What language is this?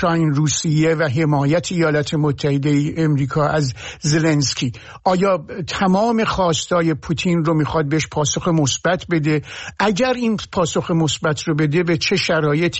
Persian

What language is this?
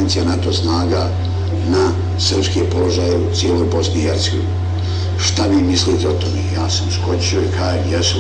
Bosnian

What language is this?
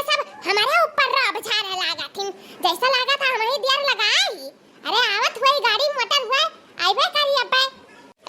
Awadhi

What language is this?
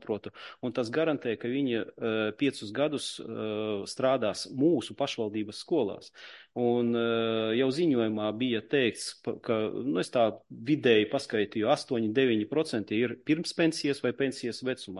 Latvian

